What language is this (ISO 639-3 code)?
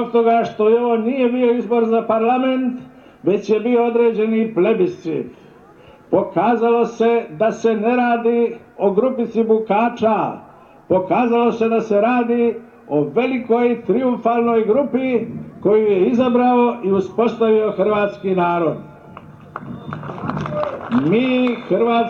hrv